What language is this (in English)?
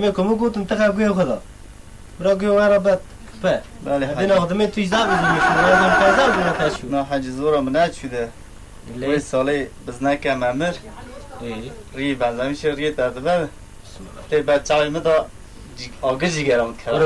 Kurdish